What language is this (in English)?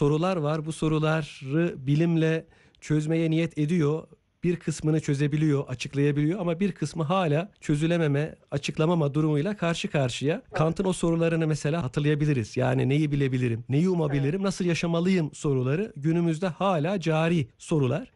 Turkish